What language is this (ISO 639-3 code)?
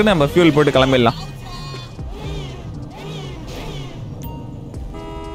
tam